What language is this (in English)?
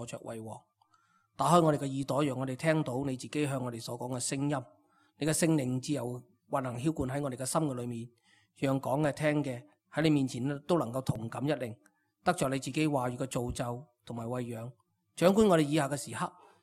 Cantonese